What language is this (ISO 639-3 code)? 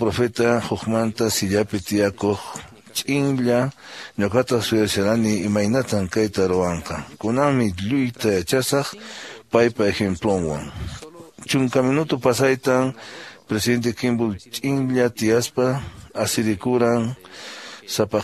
que